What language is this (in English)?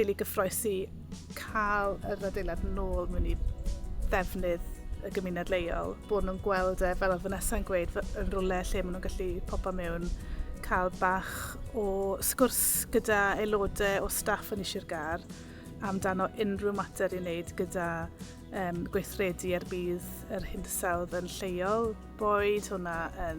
Welsh